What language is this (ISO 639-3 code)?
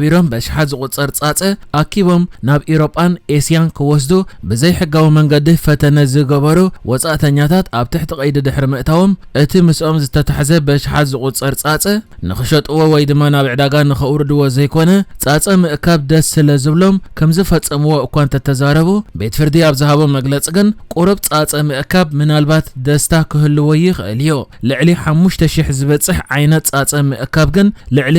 tir